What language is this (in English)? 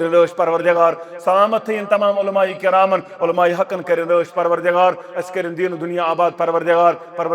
Kashmiri